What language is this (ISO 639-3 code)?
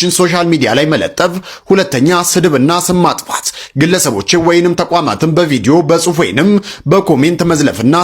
amh